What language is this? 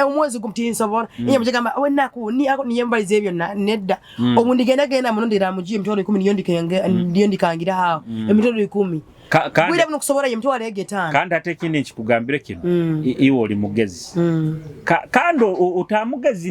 Nyoro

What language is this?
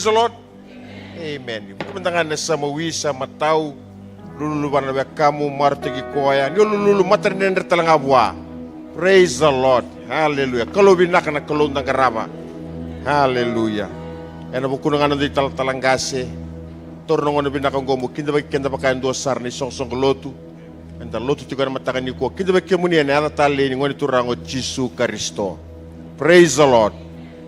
Fijian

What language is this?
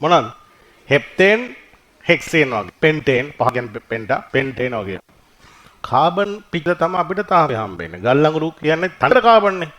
Sinhala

